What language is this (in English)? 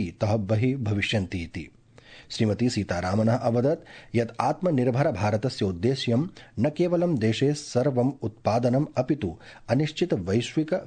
Sanskrit